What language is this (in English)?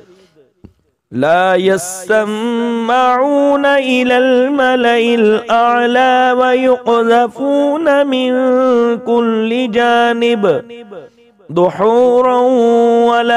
Arabic